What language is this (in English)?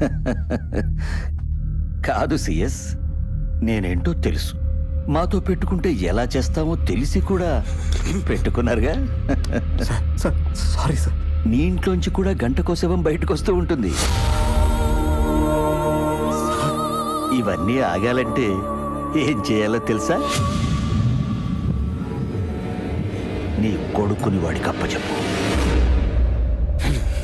Telugu